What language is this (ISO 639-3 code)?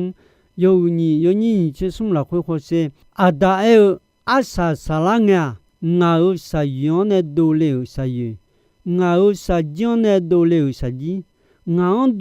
ahk